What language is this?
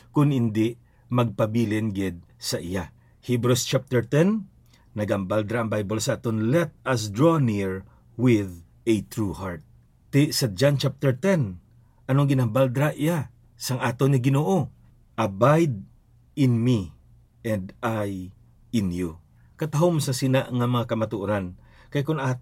Hiligaynon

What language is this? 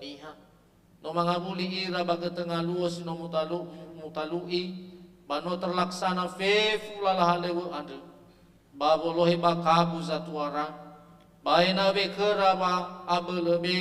Nias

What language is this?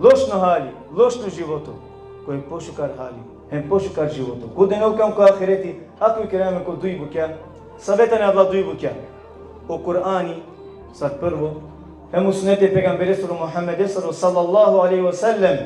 Balkan Romani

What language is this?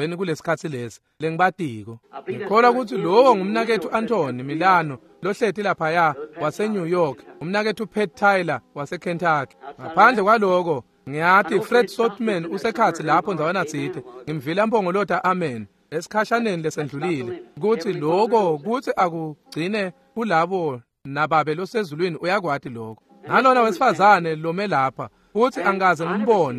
Swati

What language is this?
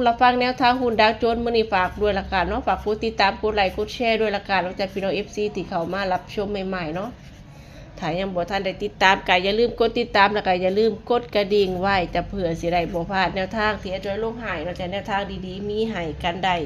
Northeastern Thai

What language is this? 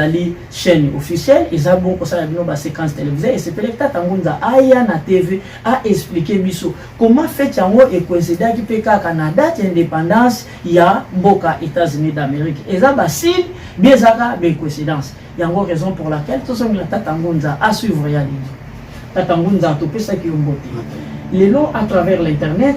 Lingala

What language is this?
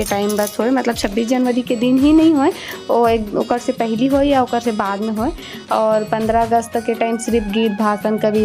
Chhattisgarhi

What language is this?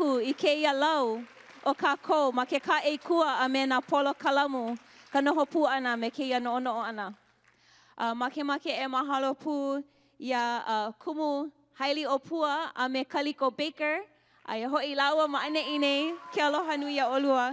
Hawaiian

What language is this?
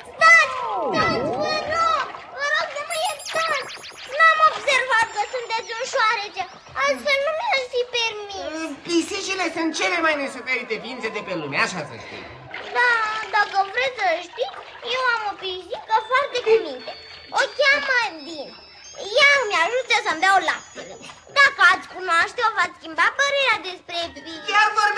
Romanian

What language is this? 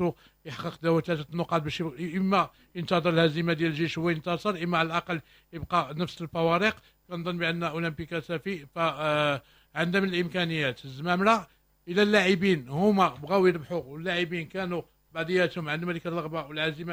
Moroccan Arabic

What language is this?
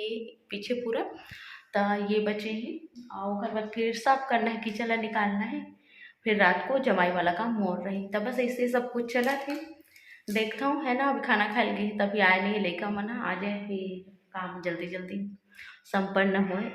Chhattisgarhi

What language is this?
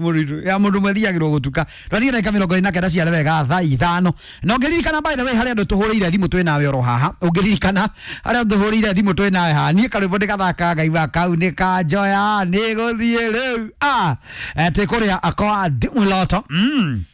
Kikuyu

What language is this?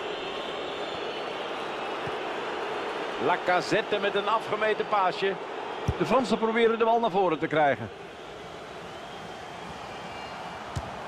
Dutch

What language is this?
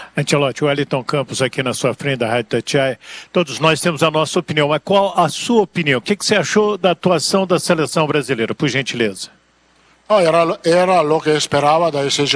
Portuguese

